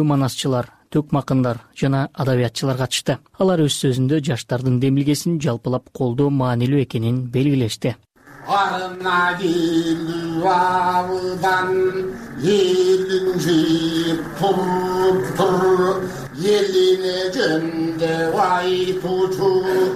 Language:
Kyrgyz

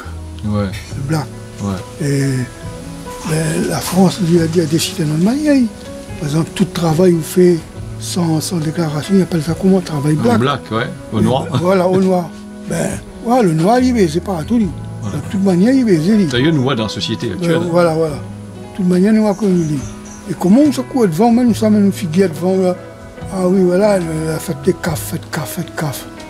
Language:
Réunion Creole French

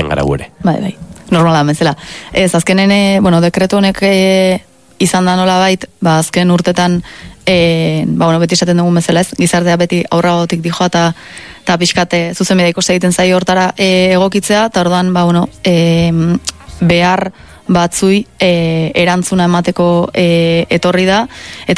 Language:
Basque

